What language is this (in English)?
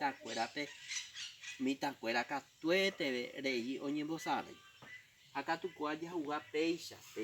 Guarani